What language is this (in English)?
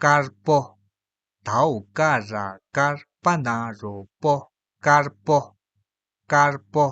Tibetan